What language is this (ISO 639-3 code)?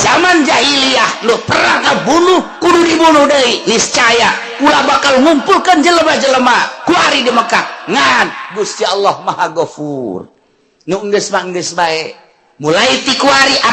sun